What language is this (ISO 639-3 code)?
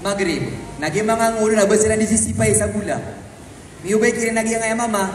mrw